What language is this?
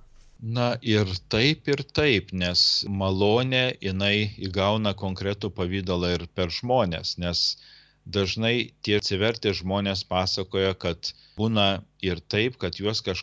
Lithuanian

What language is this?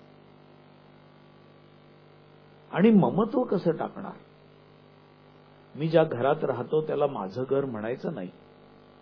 Marathi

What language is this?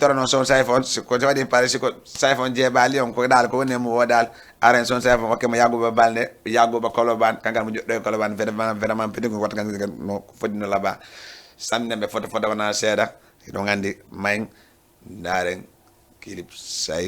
Fula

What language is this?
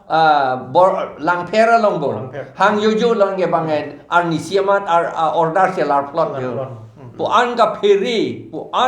Karbi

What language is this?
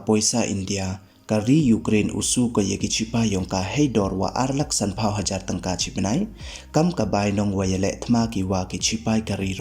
Pnar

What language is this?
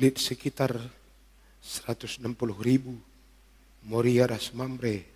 Batak Karo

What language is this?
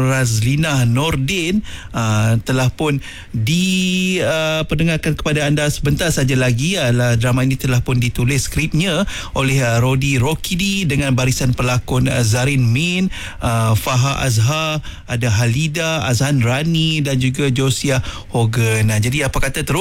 Malay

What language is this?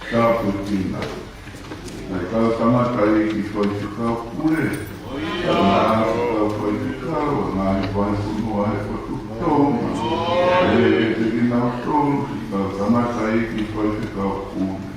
Tongan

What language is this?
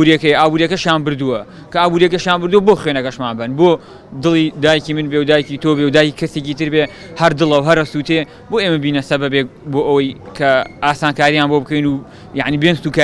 Central Kurdish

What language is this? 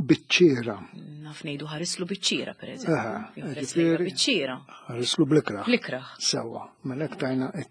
Maltese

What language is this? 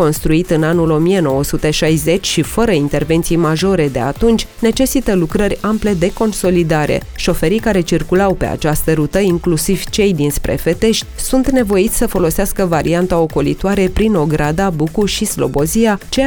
Romanian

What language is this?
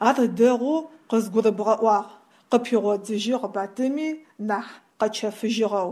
Adyghe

